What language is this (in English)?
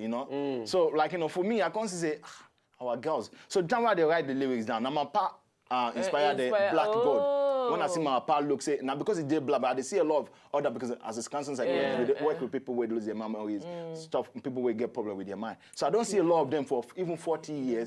Nigerian Pidgin